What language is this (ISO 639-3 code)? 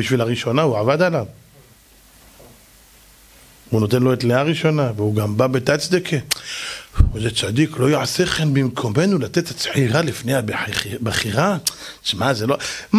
heb